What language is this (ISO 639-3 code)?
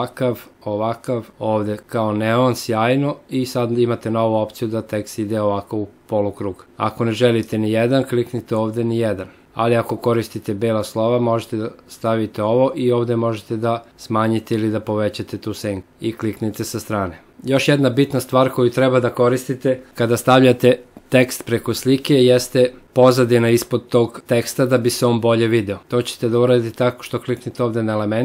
srp